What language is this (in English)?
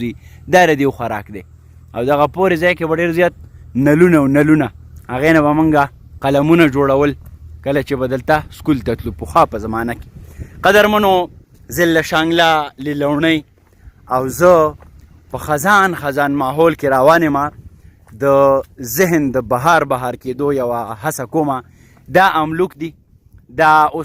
Pashto